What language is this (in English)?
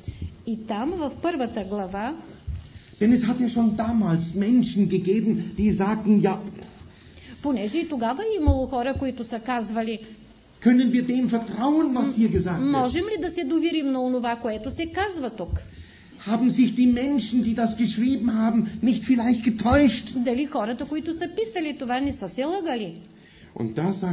Bulgarian